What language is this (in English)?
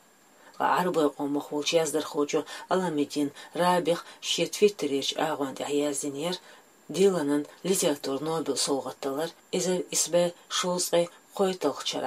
Chechen